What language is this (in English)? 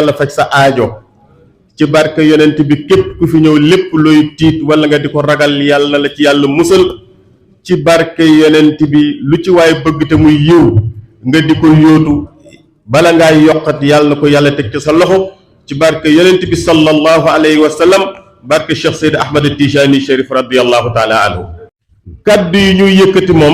Wolof